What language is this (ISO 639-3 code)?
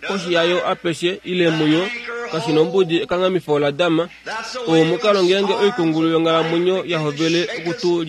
kua